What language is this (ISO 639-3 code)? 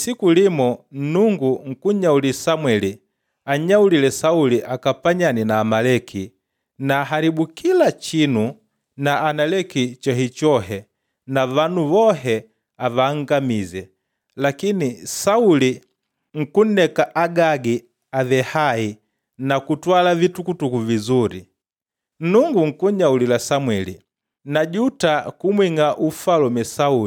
kde